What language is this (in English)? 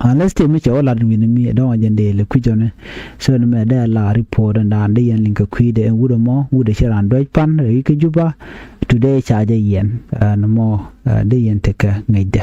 Nuer